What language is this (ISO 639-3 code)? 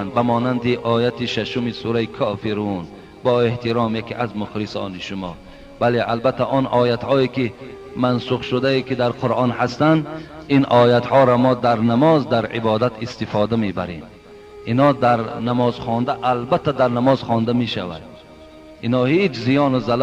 tgk